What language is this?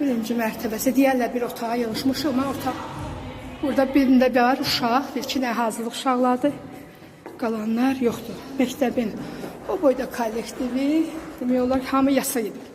Azerbaijani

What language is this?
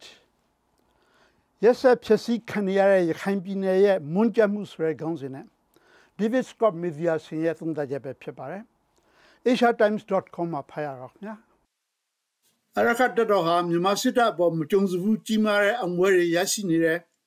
Burmese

